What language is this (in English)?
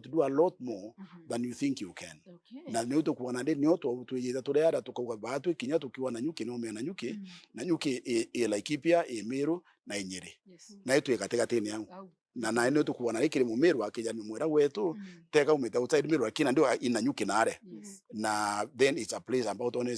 Meru